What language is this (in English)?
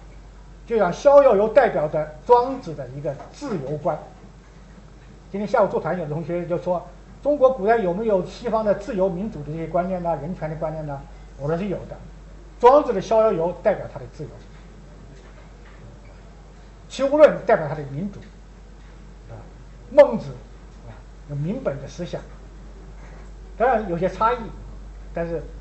Chinese